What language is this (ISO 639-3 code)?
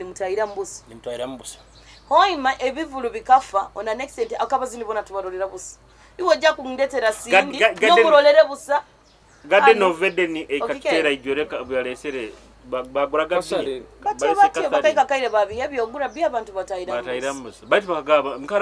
nyo